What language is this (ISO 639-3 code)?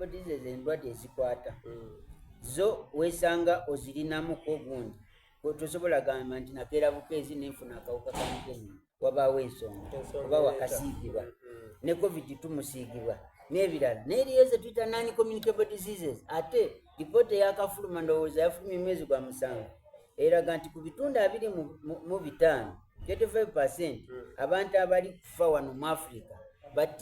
xog